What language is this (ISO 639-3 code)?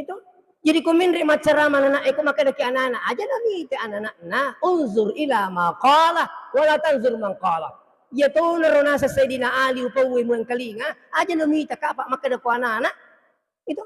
bug